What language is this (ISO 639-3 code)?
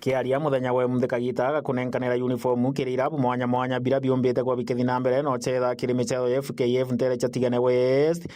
mer